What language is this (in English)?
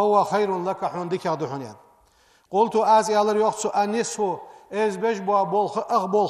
Ingush